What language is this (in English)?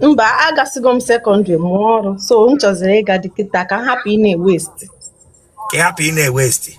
Igbo